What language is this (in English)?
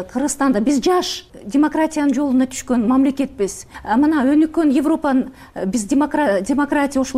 Kyrgyz